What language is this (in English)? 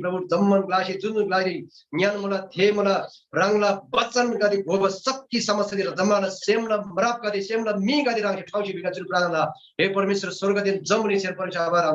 Eastern Tamang